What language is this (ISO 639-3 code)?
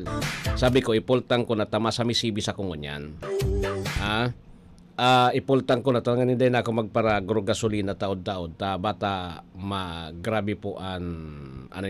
bik